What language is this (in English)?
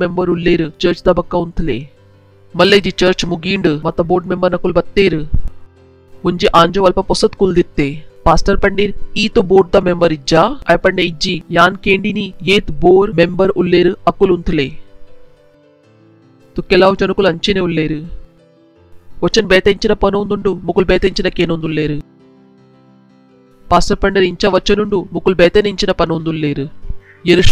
Tulu